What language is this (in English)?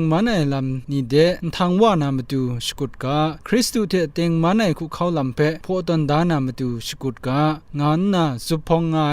Kachin